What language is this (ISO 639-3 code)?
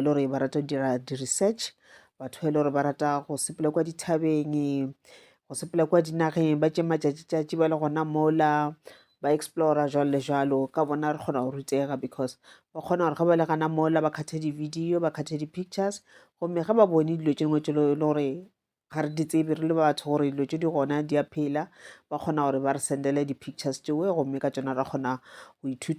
nso